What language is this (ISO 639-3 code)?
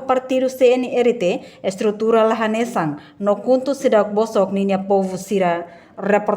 tet